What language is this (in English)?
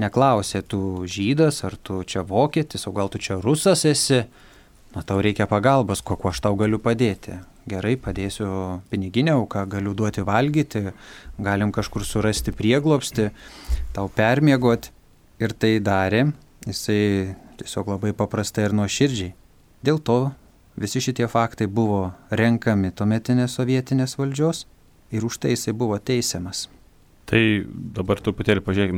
Lithuanian